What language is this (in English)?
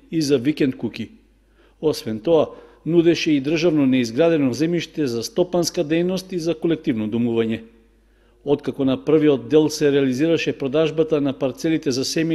Macedonian